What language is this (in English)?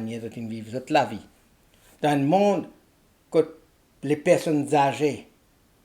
Morisyen